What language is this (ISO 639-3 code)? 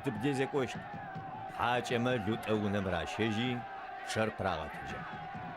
ady